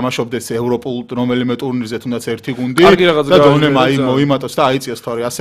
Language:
Georgian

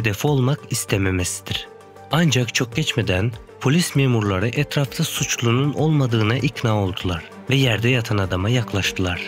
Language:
Turkish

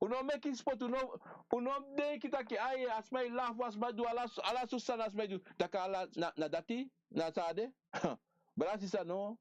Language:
Sranan Tongo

